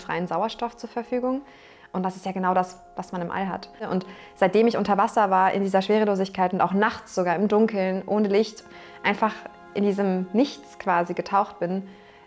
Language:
German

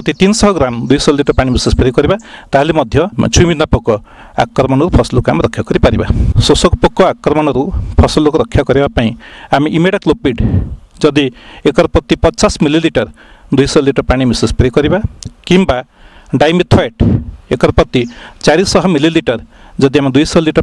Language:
Odia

